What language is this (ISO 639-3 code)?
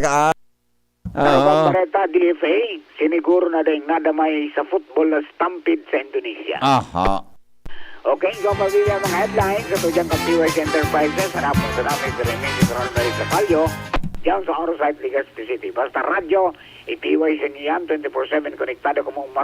bik